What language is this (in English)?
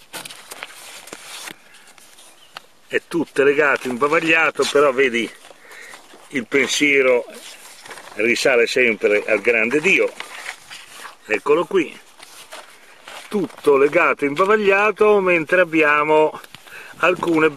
Italian